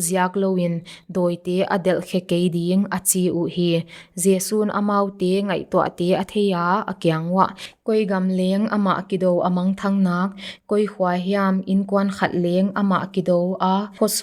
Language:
Paite Chin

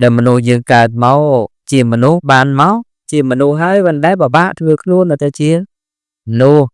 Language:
Khmer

